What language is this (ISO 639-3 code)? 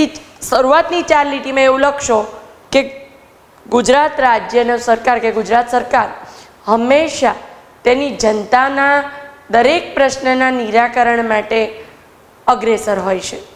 guj